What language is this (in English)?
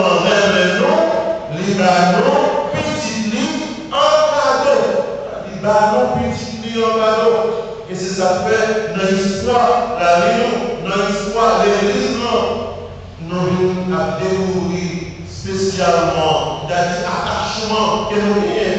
French